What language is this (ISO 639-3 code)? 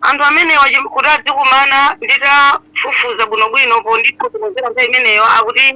nya